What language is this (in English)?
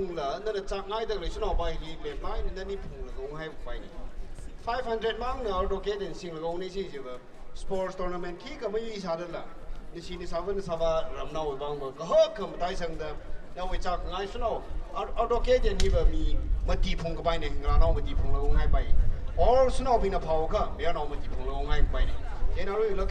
Tangkhul Naga (India)